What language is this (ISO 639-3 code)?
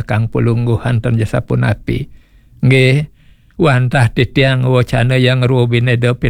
ban